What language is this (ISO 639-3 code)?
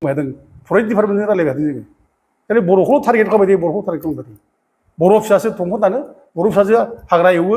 brx